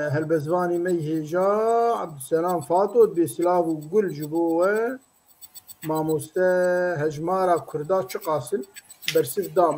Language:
Kurdish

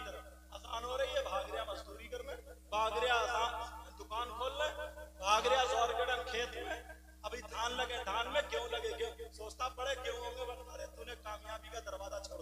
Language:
Hindi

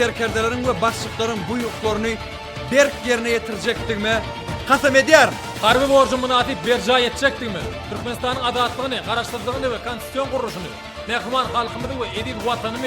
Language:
Turkmen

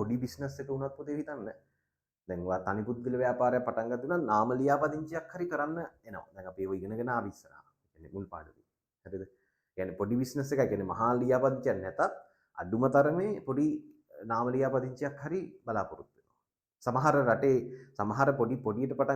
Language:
Sinhala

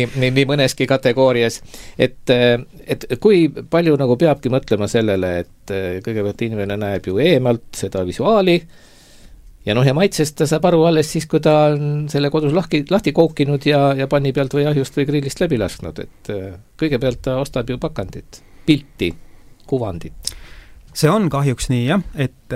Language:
Estonian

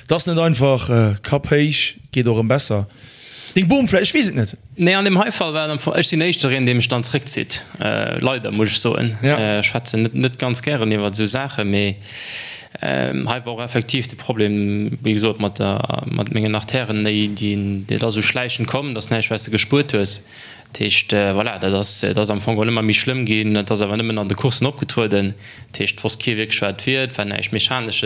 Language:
Luxembourgish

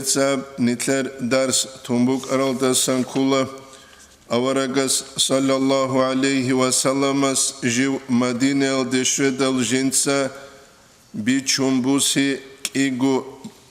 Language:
Avaric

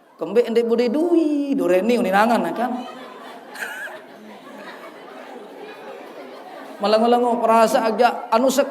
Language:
Sasak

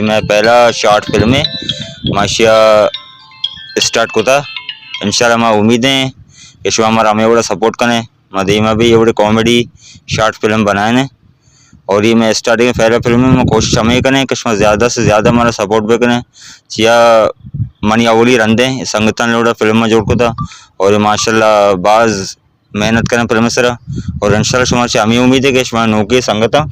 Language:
Baluchi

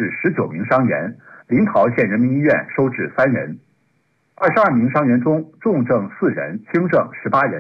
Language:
Chinese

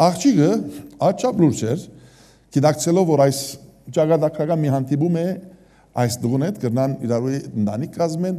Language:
Western Armenian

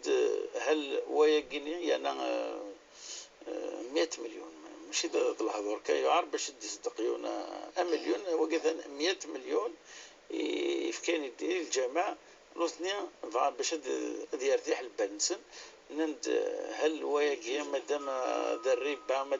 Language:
Kabyle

